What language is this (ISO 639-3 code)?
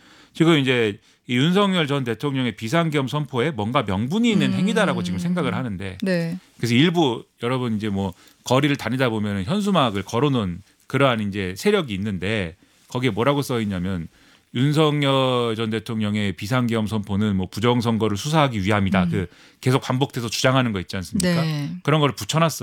kor